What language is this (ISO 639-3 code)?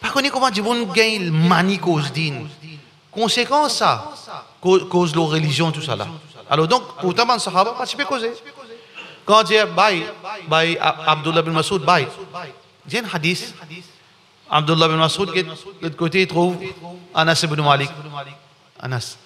mfe